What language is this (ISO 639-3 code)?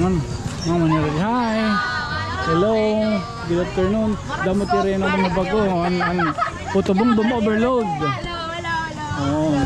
war